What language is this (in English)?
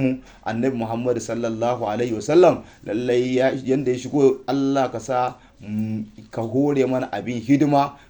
Hausa